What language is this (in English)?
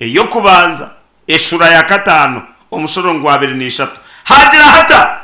Nyankole